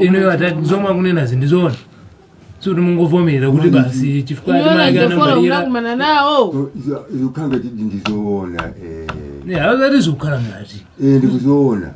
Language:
Nyanja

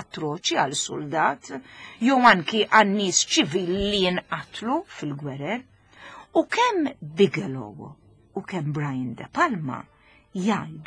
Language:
Maltese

